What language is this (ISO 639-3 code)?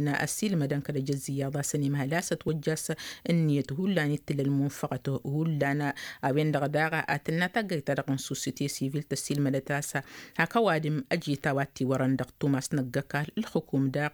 taq